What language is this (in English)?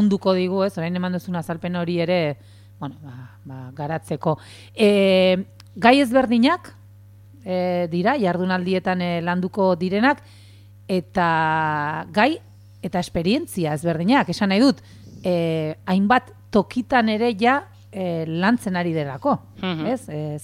Basque